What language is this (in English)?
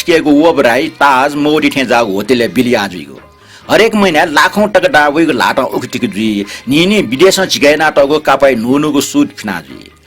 Newari